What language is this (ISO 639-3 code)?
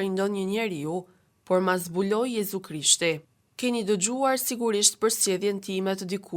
sqi